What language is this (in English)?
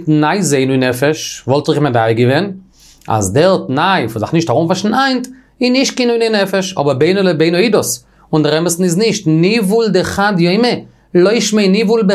Yiddish